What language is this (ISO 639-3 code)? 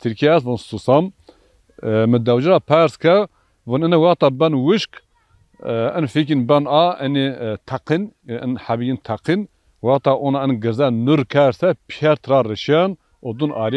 zza